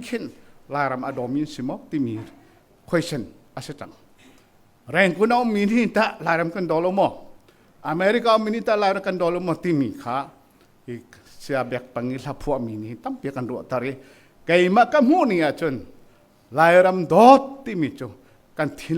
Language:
Hakha Chin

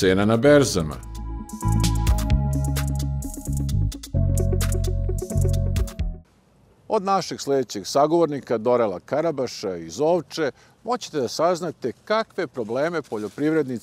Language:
Serbian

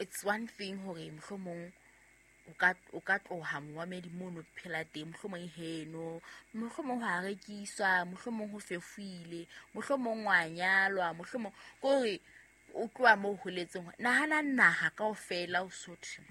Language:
Southern Sotho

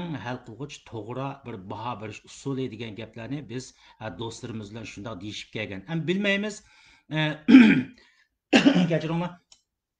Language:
Uyghur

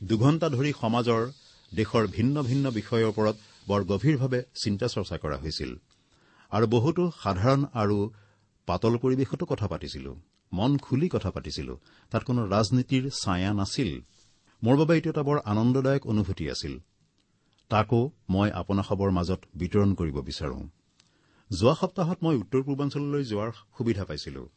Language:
Assamese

